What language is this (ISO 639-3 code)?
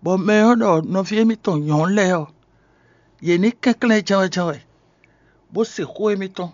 fon